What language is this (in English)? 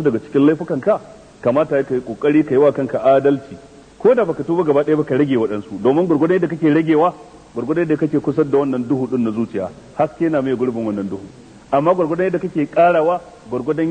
Hausa